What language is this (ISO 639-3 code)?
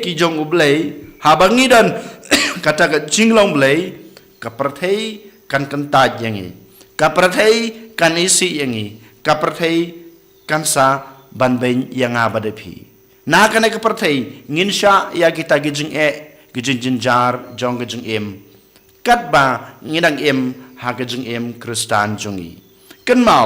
kha